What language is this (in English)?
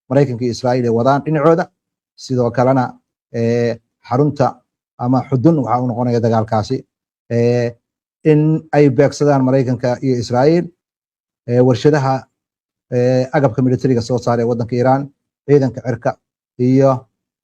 Somali